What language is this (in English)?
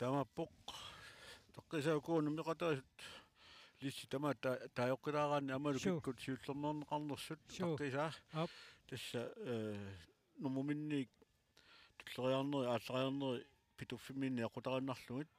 Kalaallisut